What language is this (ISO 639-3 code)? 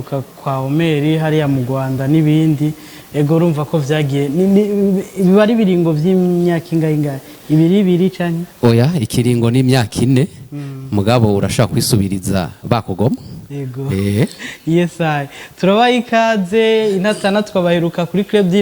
run